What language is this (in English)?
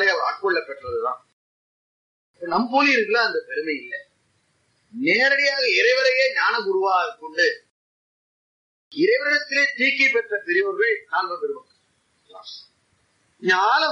Tamil